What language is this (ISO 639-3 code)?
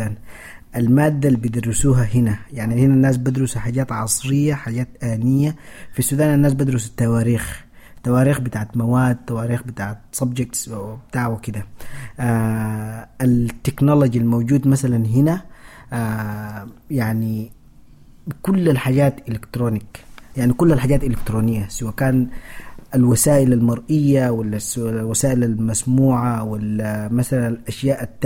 apd